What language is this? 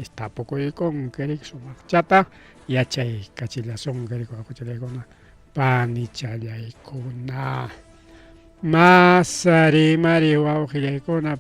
Ayacucho Quechua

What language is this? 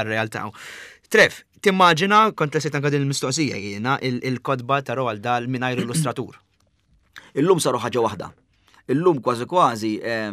Maltese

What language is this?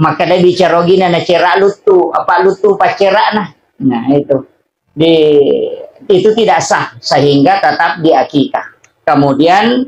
Buginese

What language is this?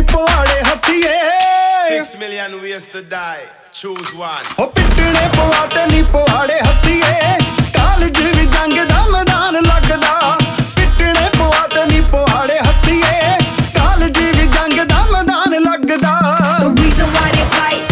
Punjabi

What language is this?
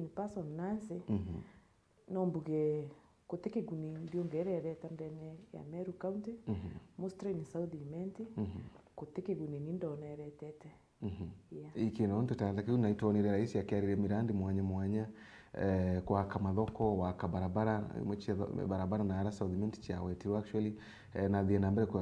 Meru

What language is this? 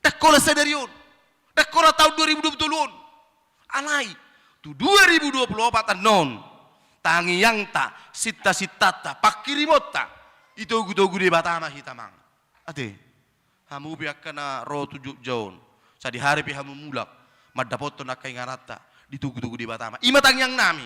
Batak Toba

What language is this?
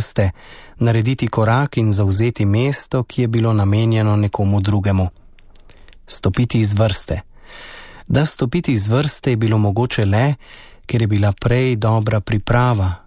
Slovenian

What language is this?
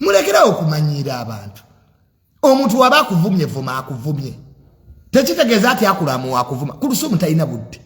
Ganda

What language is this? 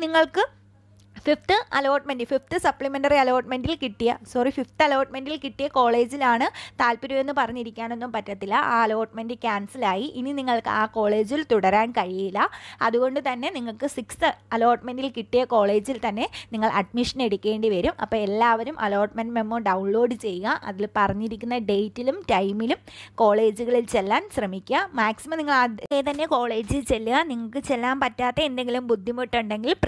Malayalam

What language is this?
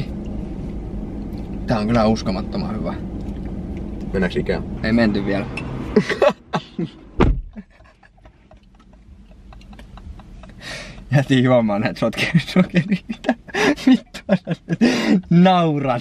Finnish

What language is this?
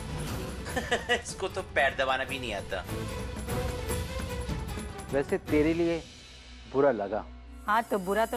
Hindi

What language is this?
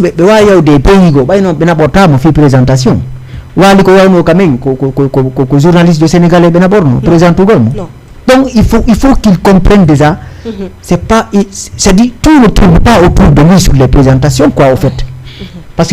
Fula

